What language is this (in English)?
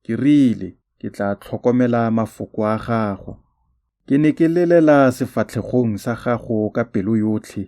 Tswana